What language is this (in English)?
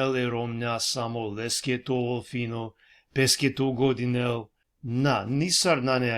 Balkan Romani